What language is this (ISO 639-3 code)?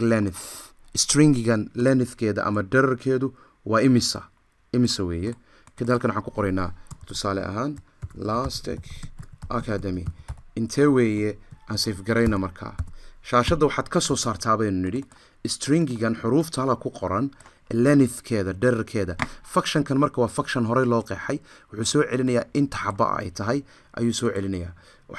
som